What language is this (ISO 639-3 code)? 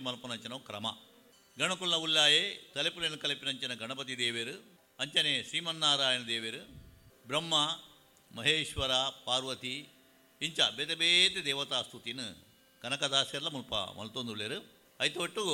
tcy